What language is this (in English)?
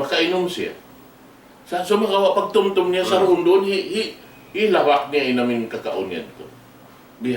Tausug